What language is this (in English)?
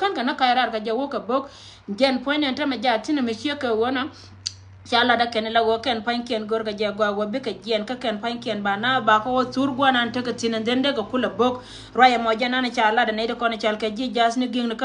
Nuer